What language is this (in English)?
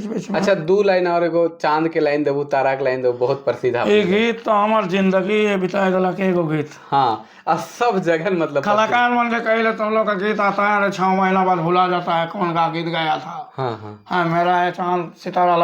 Sadri